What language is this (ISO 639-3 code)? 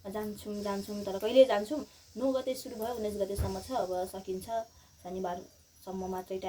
nep